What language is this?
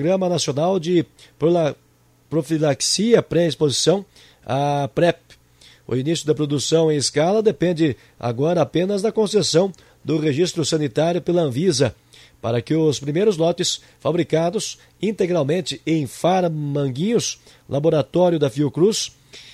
Portuguese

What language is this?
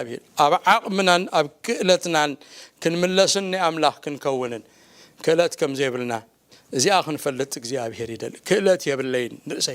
Tigrinya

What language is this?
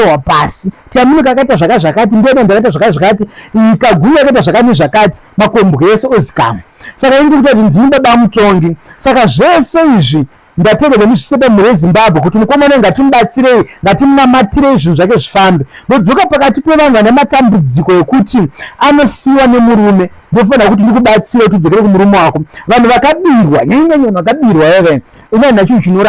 Shona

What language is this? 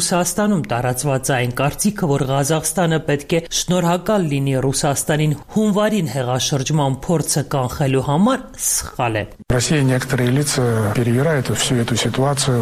Armenian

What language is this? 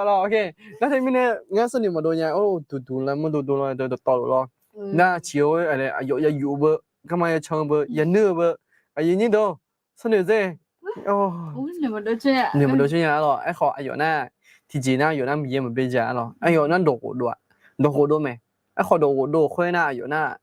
Akha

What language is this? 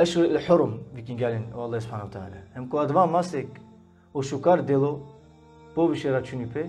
Balkan Romani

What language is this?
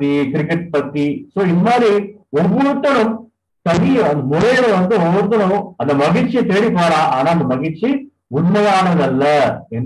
Tamil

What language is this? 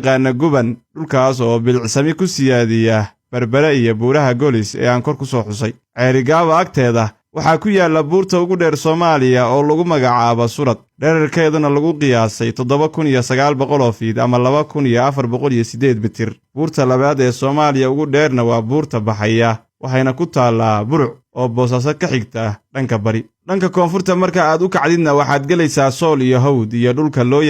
Somali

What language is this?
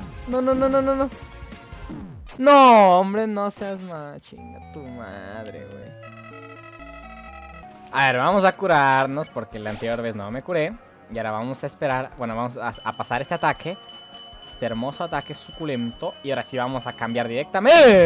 Spanish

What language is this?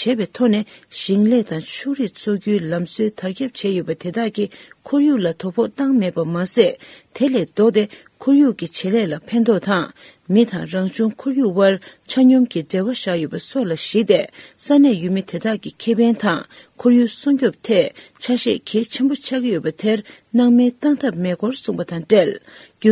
Tibetan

